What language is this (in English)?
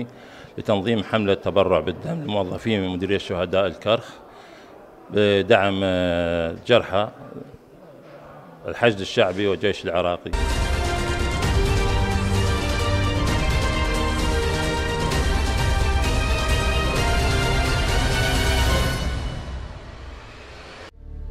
Arabic